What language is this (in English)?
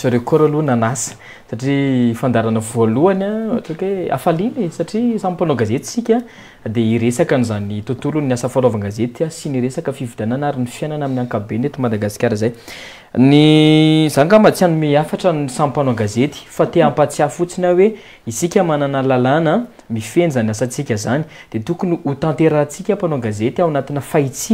Malagasy